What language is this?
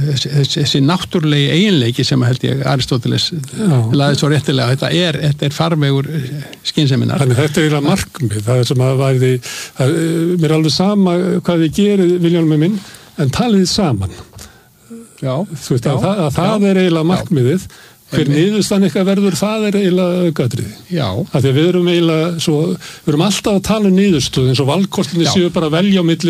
Icelandic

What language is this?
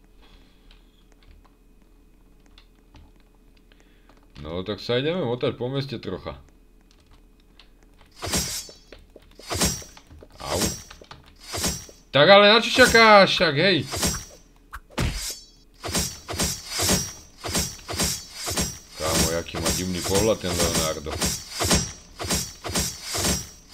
Slovak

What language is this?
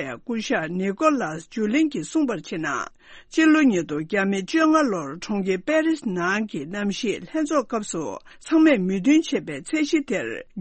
Tibetan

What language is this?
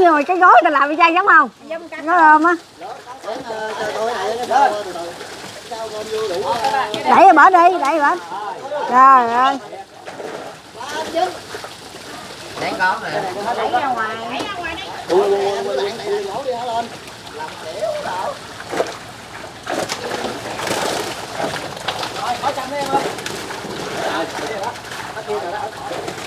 Vietnamese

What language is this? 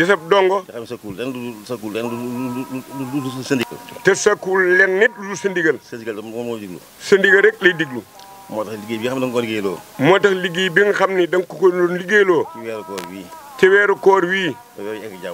Wolof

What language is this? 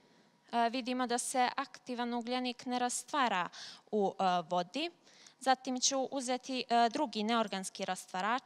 Serbian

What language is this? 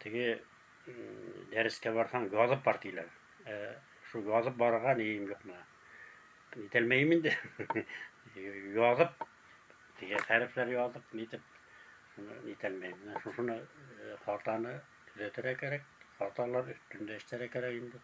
Bashkir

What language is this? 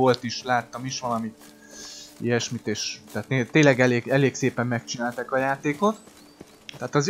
Hungarian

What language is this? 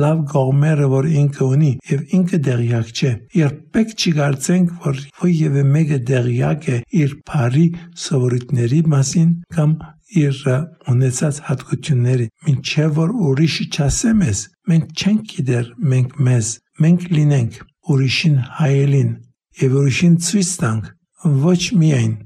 Armenian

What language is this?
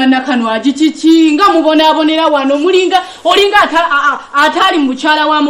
Ganda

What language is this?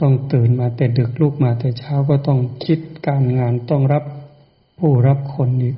Northeastern Thai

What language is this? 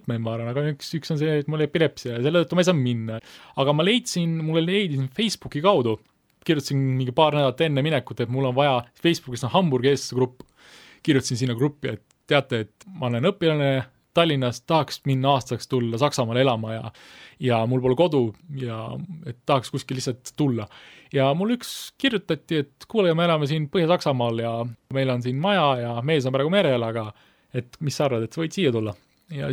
Estonian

